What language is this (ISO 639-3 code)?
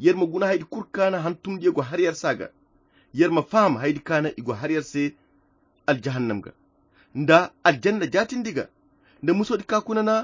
khq